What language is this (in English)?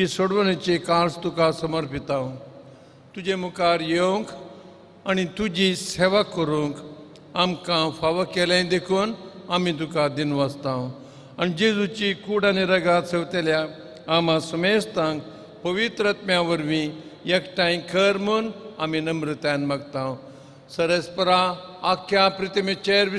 Konkani